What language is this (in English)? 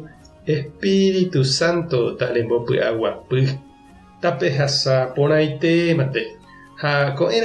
Guarani